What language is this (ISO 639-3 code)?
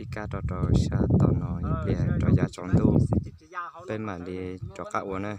hmn